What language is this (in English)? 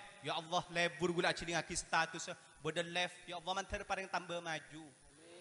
Madurese